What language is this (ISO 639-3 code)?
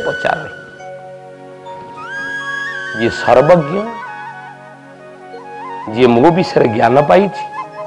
ori